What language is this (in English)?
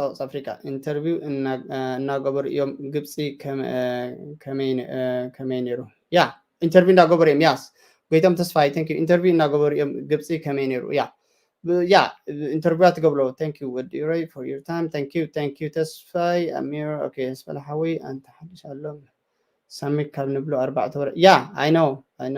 Tigrinya